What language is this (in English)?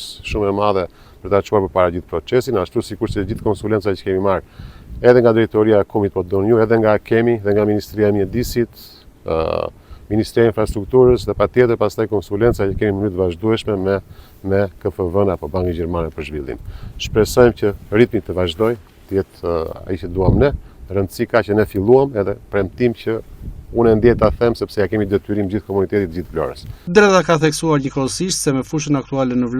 Albanian